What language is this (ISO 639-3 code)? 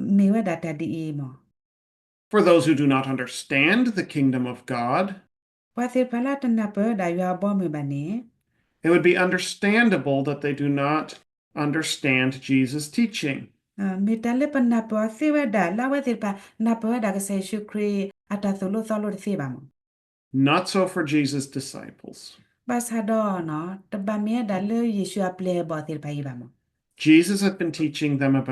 ksw